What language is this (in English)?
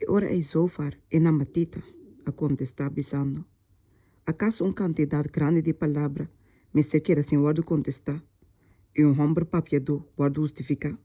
Papiamento